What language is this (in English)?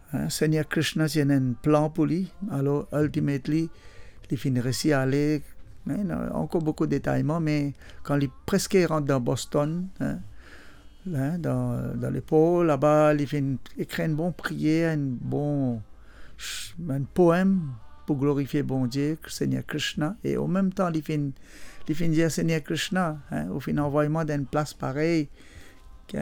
Morisyen